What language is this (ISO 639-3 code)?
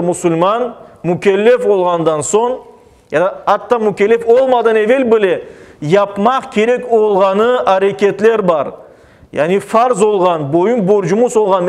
crh